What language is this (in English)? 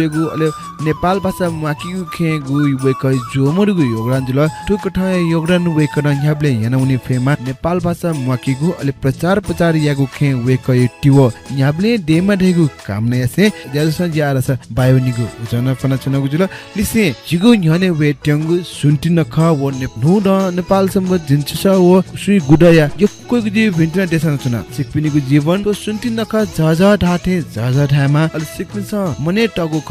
Newari